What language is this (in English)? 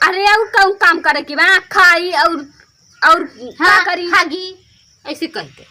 Awadhi